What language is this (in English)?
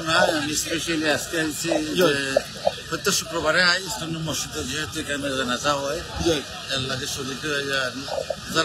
Sylheti